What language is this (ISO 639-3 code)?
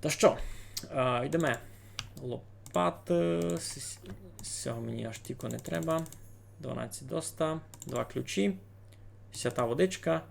rue